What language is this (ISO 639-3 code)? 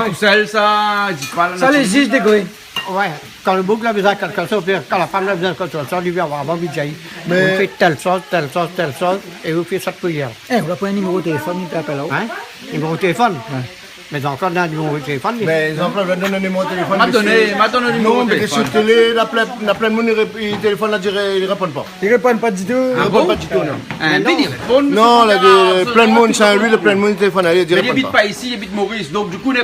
rcf